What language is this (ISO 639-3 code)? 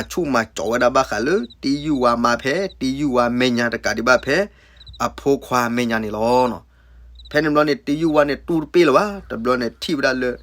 ksw